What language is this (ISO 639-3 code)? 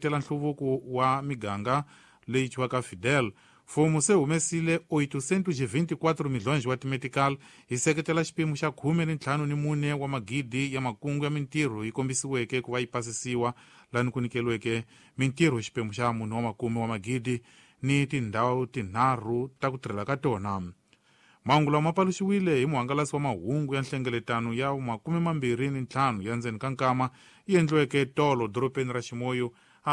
tso